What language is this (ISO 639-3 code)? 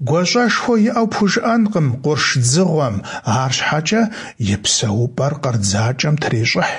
kbd